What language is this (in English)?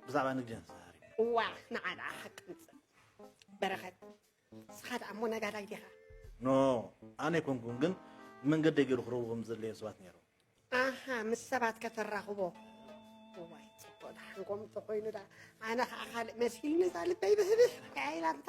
Tigrinya